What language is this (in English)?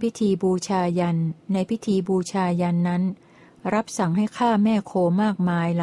Thai